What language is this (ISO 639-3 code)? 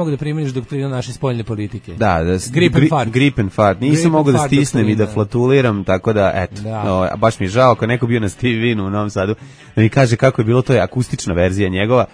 srp